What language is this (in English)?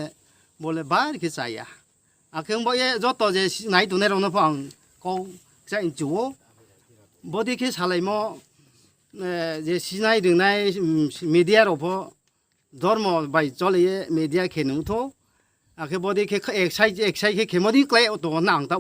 Riang (India)